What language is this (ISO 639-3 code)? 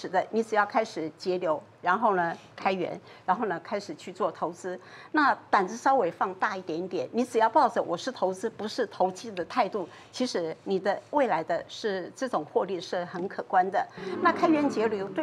zho